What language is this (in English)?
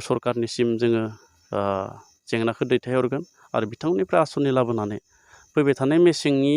Bodo